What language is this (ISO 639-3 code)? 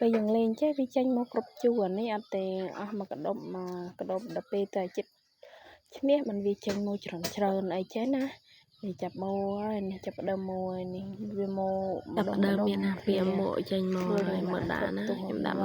khm